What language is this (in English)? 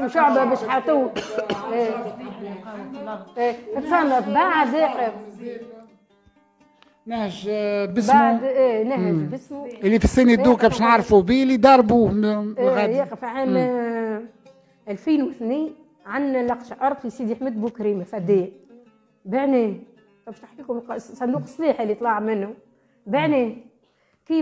Tunisian Arabic